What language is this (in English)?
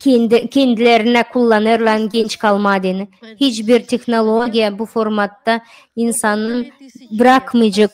Gagauz